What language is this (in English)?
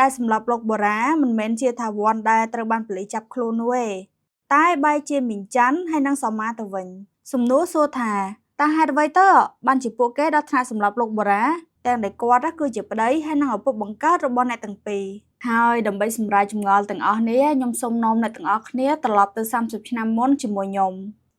Khmer